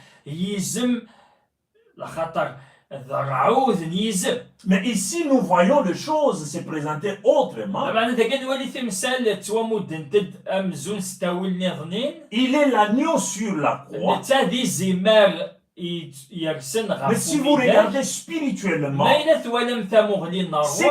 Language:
Kabyle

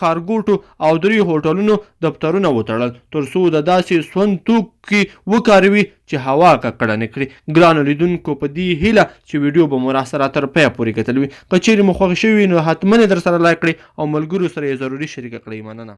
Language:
Pashto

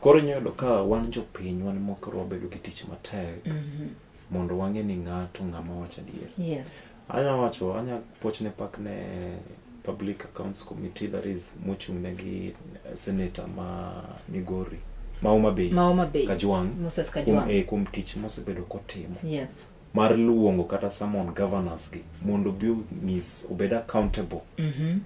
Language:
Luo (Kenya and Tanzania)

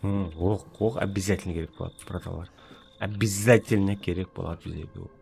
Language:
Kara-Kalpak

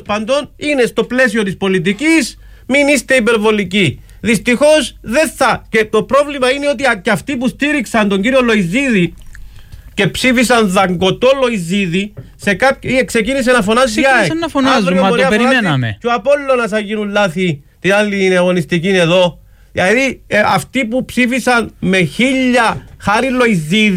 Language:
Greek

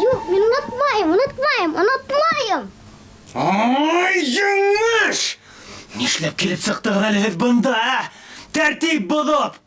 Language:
Bashkir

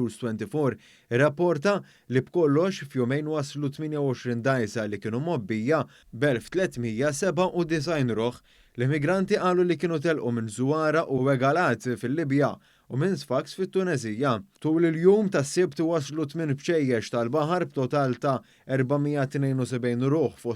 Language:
Maltese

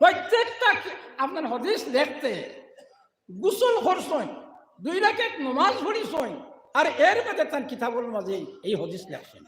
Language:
Sylheti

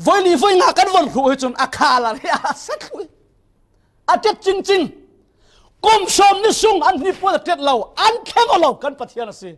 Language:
Falam Chin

